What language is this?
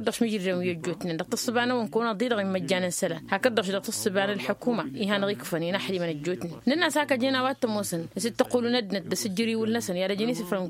Tamasheq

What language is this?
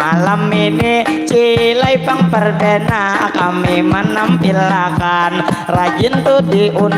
Banjar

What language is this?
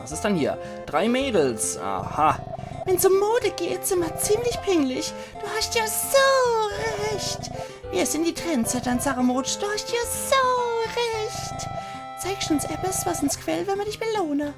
Palatine German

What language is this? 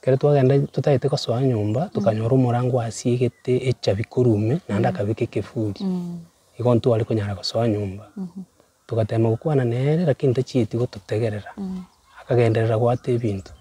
Gusii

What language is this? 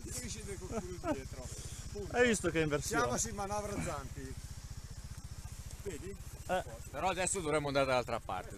Italian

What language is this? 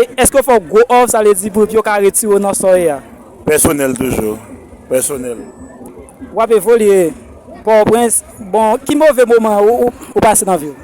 Haitian Creole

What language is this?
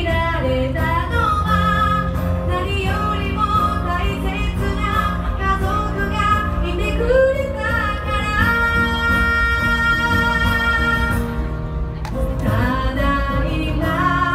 Japanese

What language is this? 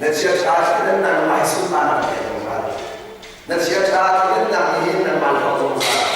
Hakha Chin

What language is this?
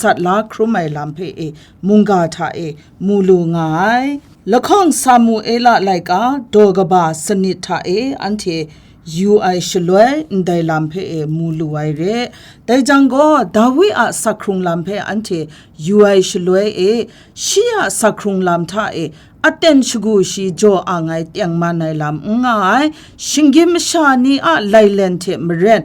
Kachin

